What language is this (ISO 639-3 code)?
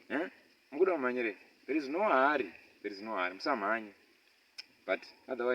sna